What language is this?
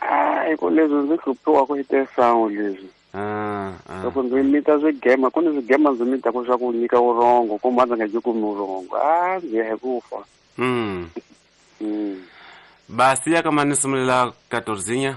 Tsonga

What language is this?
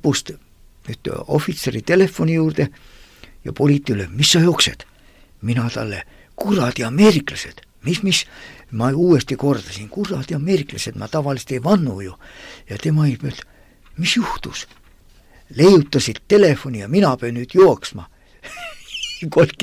Estonian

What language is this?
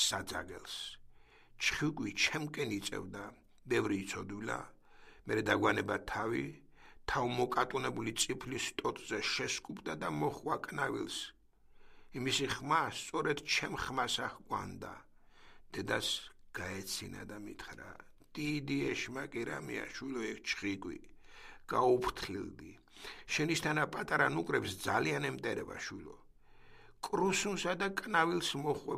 Georgian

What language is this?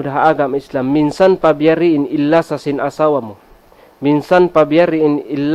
Tausug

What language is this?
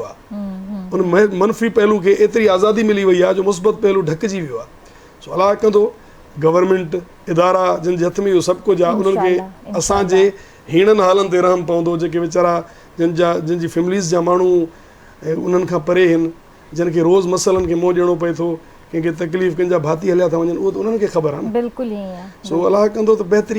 Sindhi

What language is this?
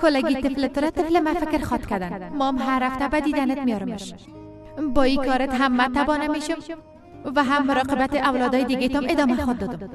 Persian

